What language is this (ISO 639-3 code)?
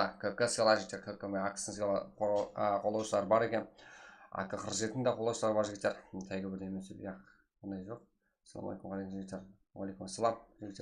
kaa